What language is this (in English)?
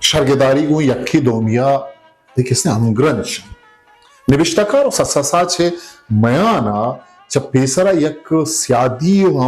Eastern Balochi